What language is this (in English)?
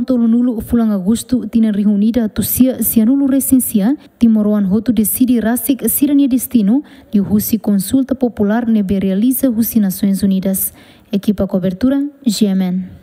Tetum